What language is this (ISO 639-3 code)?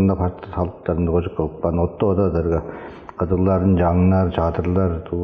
tyv